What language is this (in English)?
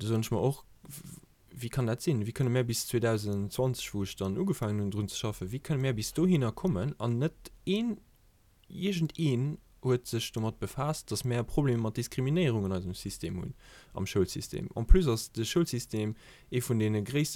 Luxembourgish